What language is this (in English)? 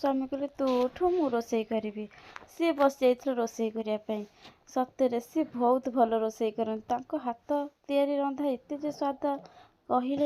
Odia